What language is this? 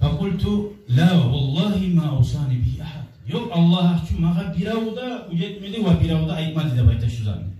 Kumyk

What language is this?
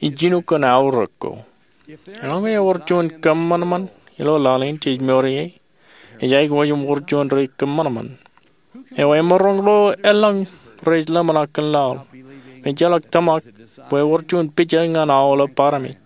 Marshallese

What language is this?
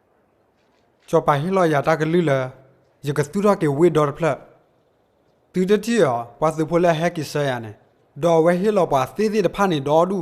S'gaw Karen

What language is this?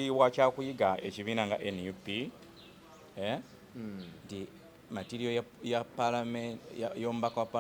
Ganda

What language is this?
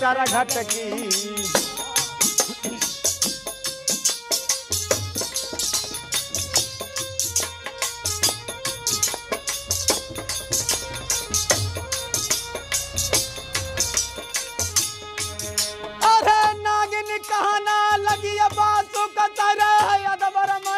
Bhojpuri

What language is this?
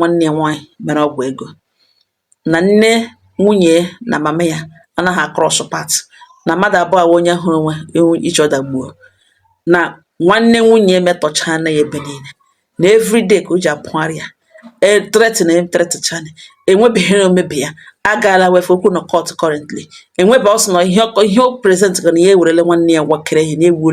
Igbo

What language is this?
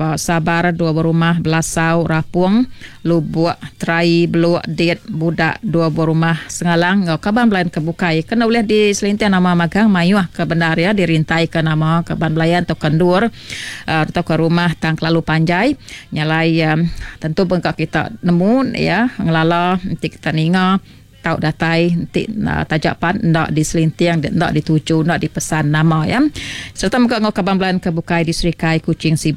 Iban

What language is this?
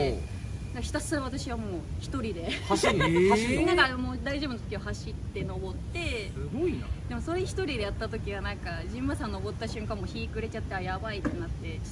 Japanese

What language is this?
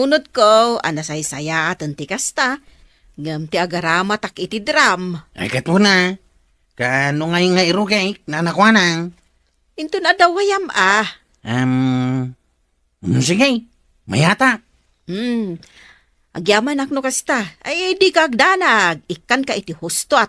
Iloko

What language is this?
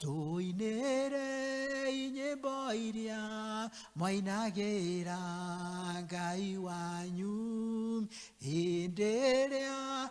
Kikuyu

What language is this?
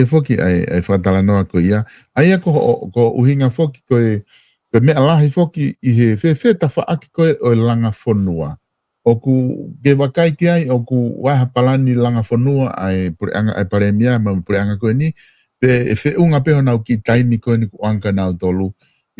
Tongan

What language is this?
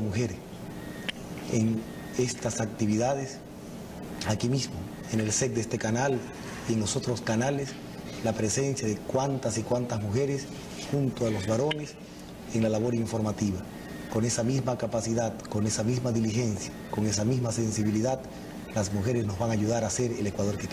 Spanish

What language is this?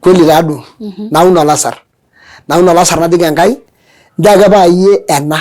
Masai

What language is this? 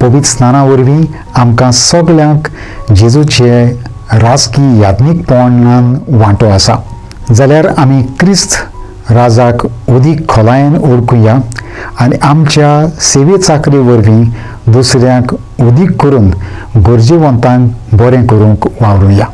Konkani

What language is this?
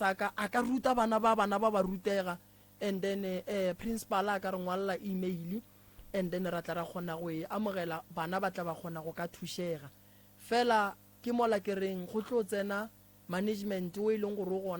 Northern Sotho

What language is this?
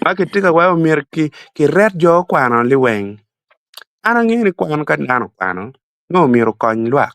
Acoli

